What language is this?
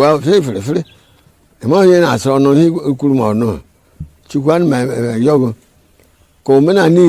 Igbo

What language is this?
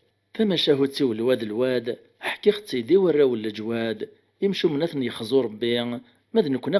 Kabyle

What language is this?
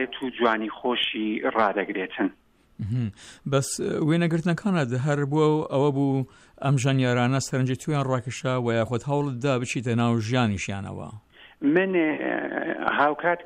Central Kurdish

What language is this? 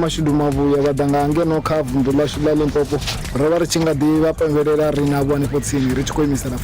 Venda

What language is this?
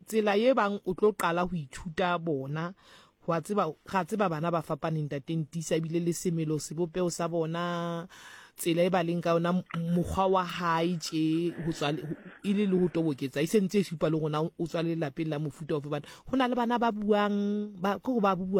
Southern Sotho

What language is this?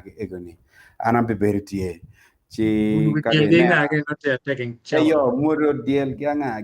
Acoli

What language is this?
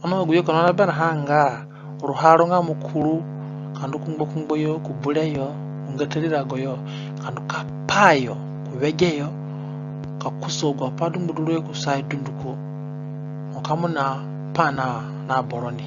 Zande (individual language)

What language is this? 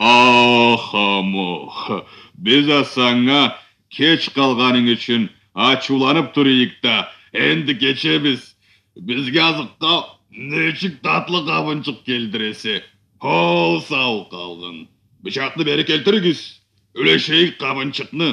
Karachay-Balkar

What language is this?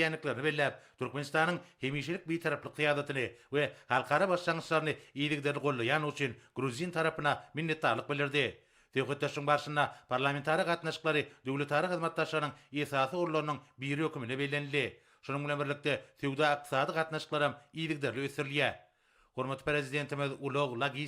Turkmen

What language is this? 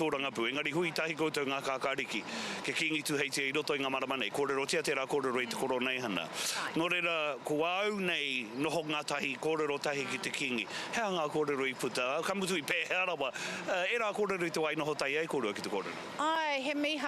Māori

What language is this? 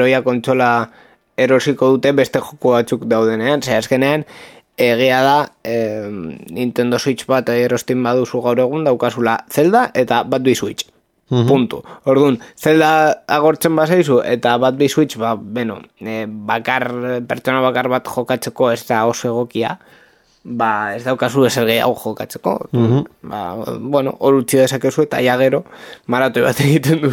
Basque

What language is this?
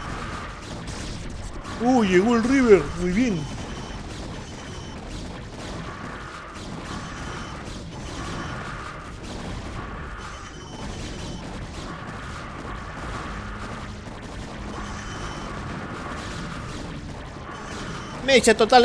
Spanish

